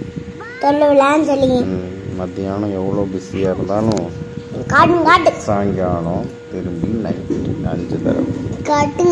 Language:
Tamil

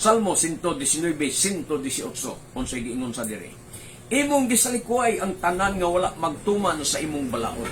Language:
Cebuano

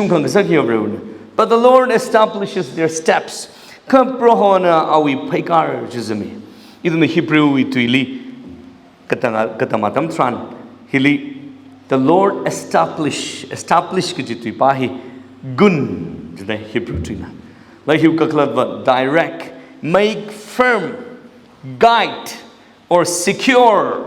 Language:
Tangkhul Naga (India)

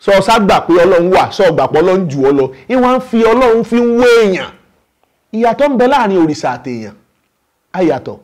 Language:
Yoruba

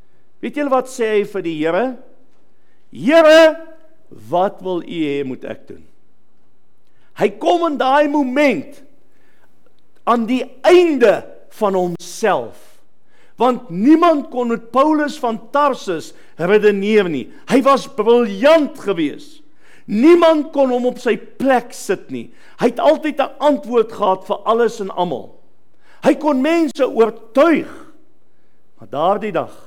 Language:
Afrikaans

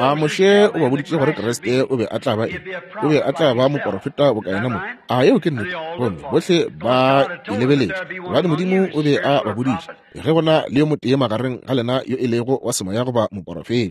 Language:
Northern Sotho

